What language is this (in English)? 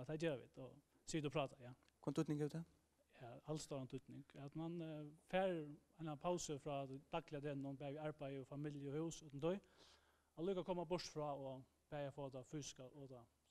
Faroese